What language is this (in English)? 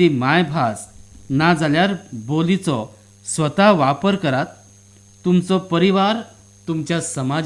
Konkani